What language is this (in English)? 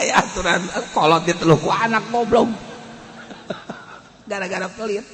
Sundanese